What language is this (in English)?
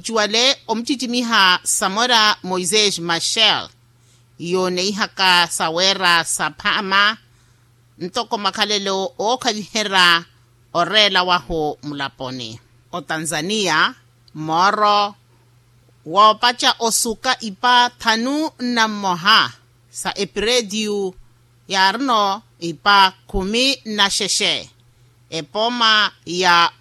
Makhuwa